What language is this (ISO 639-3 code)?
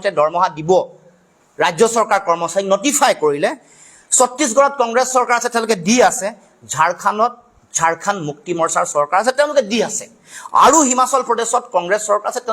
asm